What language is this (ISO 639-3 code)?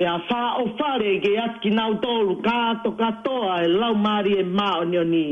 ton